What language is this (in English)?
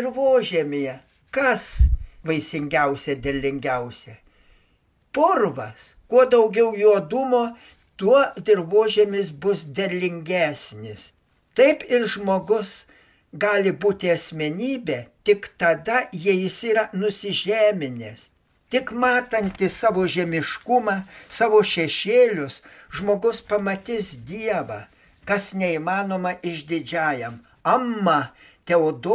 Lithuanian